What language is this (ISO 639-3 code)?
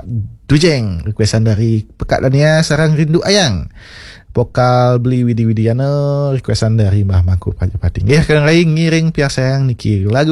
ban